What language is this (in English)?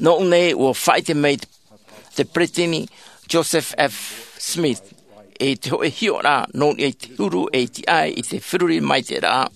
Tahitian